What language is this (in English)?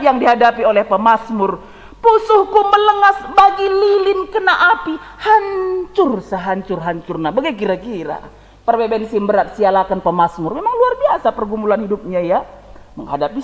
Batak Karo